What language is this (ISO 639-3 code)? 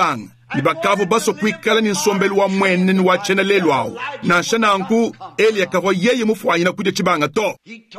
lua